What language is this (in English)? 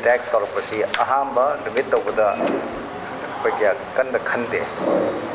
Manipuri